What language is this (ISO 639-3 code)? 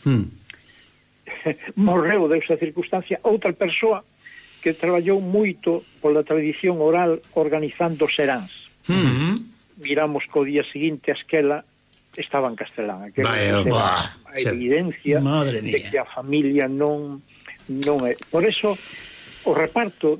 glg